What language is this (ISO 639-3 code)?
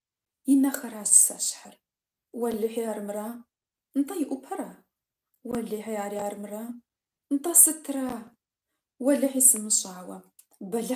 kbd